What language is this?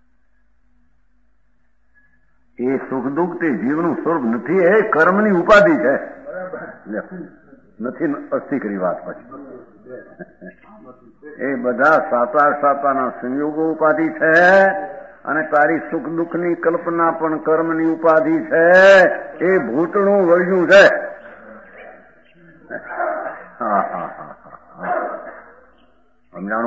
Gujarati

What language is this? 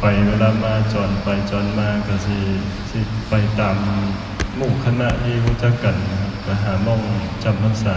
Northeastern Thai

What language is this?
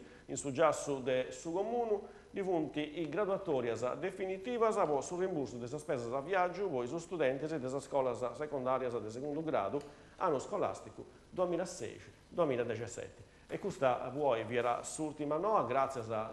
Sardinian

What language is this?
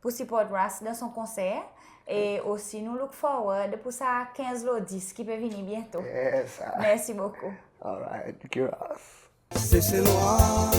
Seselwa Creole French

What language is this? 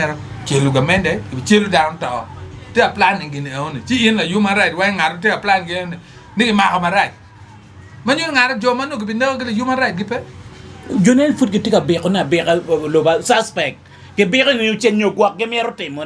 Acoli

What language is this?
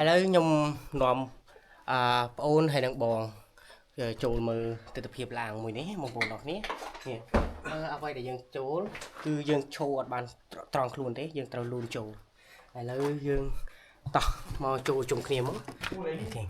Khmer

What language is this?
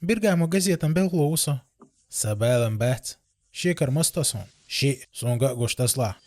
Chechen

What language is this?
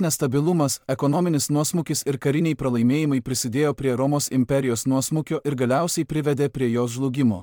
Lithuanian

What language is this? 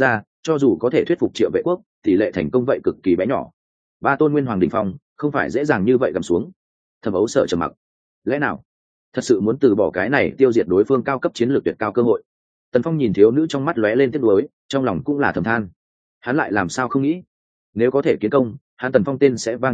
Vietnamese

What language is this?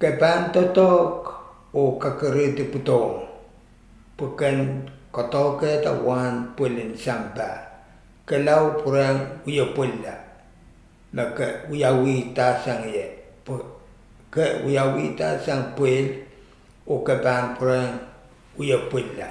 Pohnpeian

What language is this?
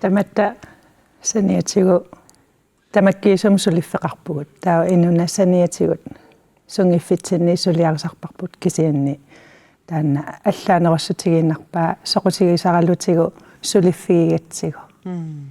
Kalaallisut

